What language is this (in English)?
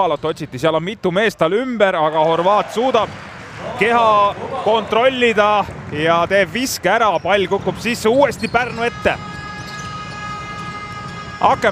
Estonian